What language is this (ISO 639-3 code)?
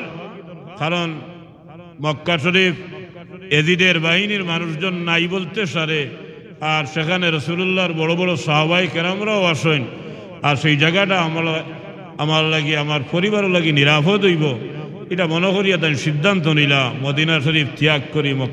syl